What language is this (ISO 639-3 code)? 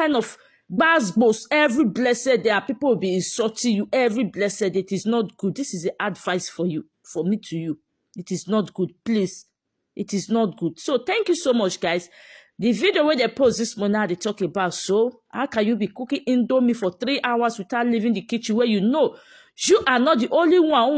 pcm